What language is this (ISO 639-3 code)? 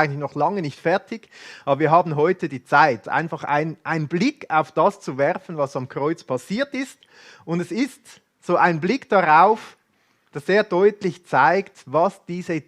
gsw